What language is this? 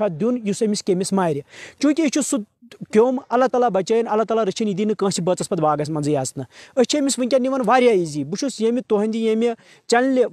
Kashmiri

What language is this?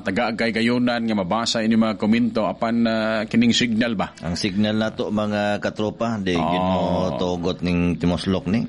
Cebuano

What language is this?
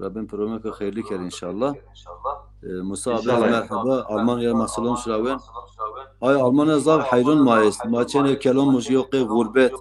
Zaza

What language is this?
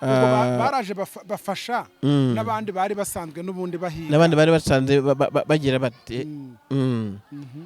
Kinyarwanda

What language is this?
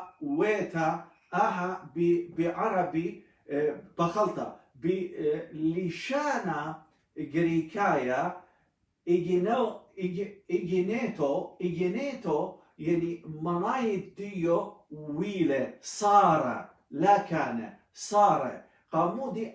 Assyrian Neo-Aramaic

